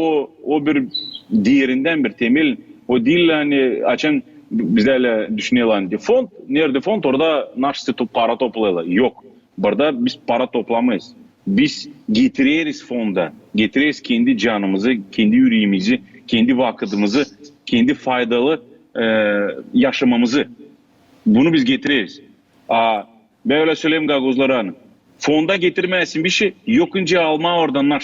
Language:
Gagauz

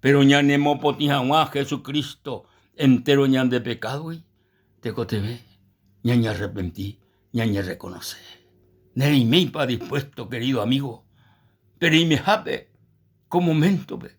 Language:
Guarani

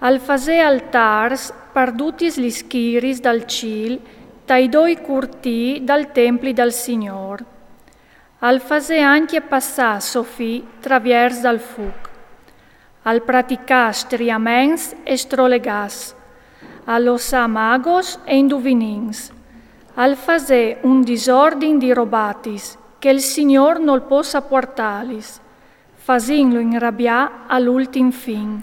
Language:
Friulian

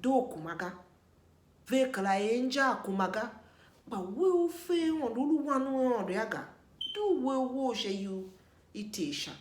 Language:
Tiv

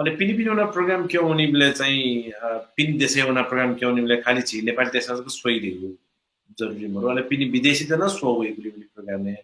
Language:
Newari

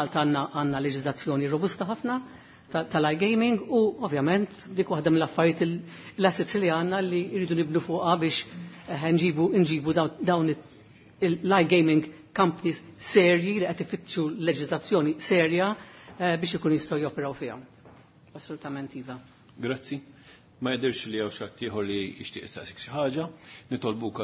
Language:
Maltese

